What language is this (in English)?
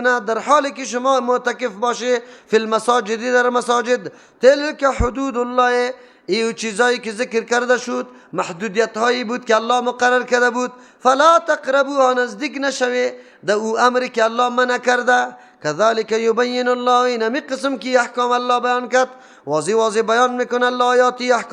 Persian